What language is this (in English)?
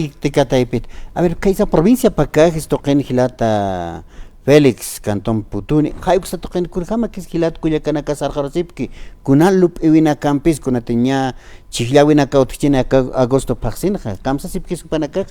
Aymara